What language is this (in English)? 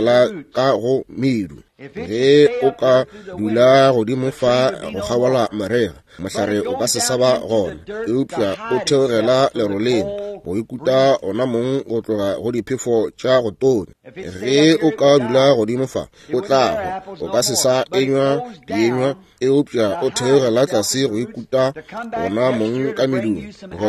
Northern Sotho